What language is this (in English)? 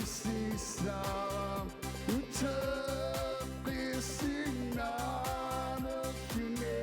Kalaallisut